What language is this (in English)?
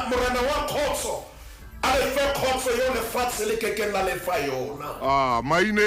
Southern Sotho